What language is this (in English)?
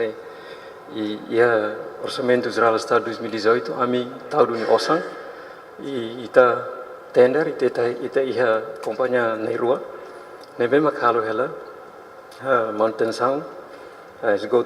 Tetum